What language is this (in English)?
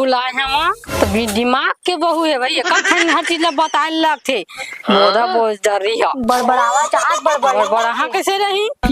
Chhattisgarhi